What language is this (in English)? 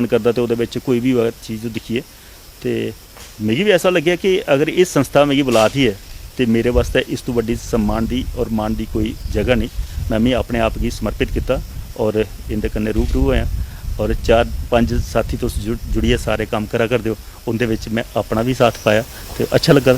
Dogri